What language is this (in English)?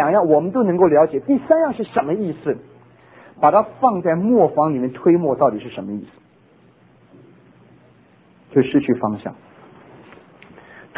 Chinese